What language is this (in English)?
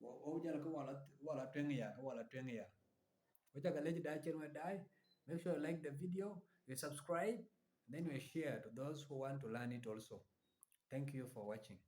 Dinka